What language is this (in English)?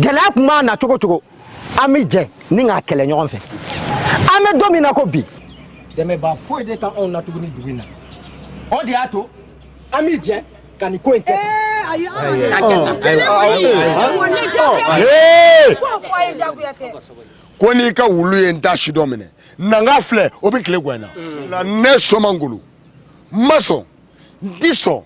Bambara